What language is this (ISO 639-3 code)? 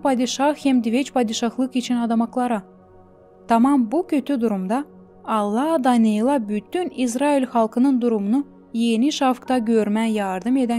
gag